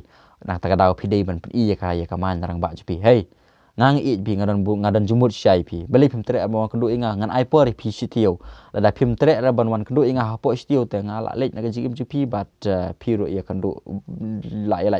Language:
Khasi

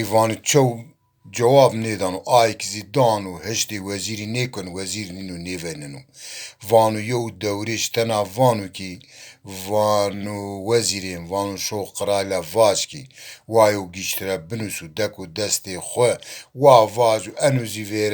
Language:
Zaza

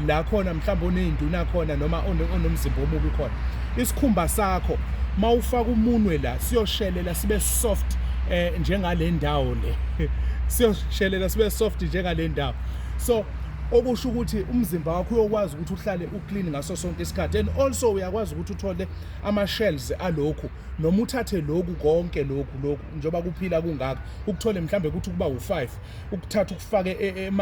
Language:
Zulu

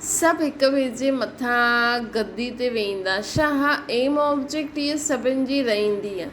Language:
Sindhi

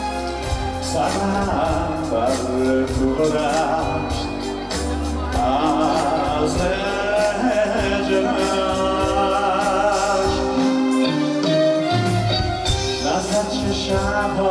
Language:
Persian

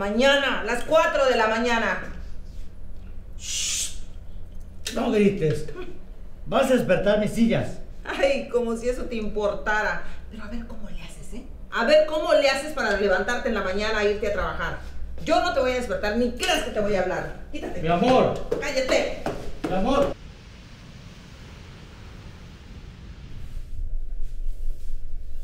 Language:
Spanish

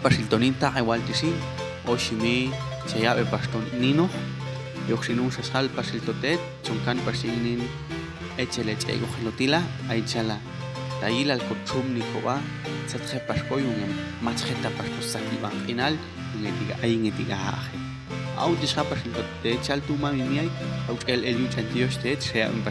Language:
Popti'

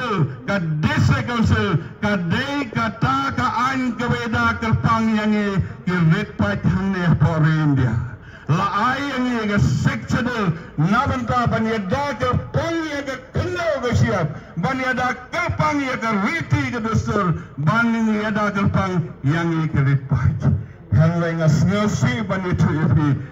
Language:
Khasi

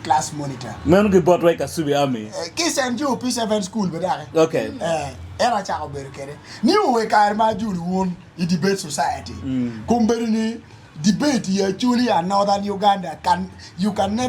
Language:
Acoli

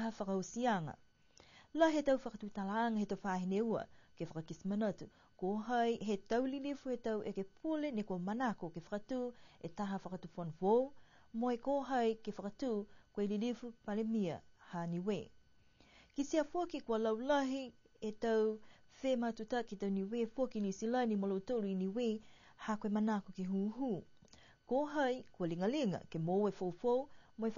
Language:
Niuean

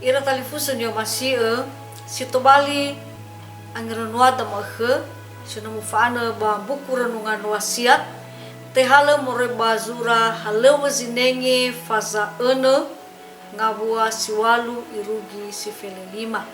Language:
Nias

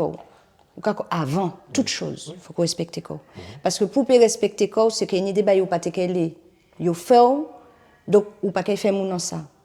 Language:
Guadeloupean Creole French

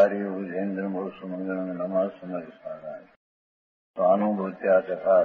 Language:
Gujarati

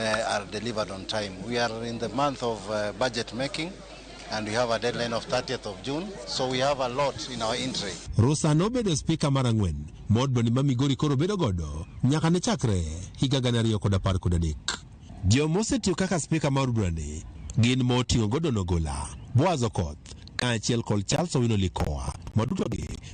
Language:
Luo (Kenya and Tanzania)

